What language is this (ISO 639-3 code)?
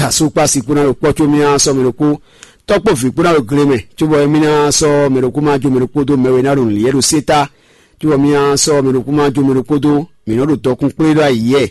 fon